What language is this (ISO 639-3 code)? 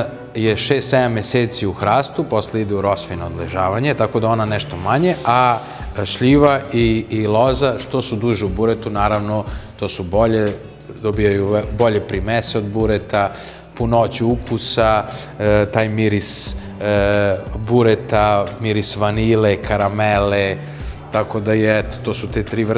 srp